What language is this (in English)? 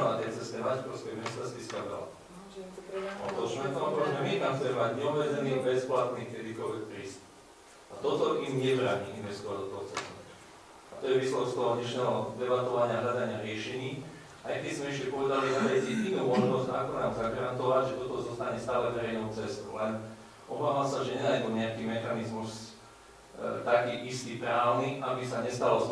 Slovak